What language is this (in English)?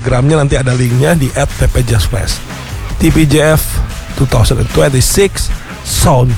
Indonesian